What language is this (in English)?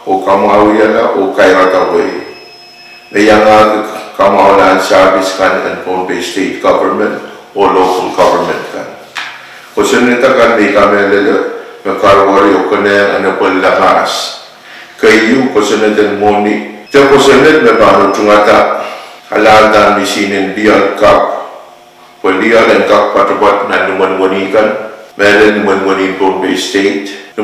Pohnpeian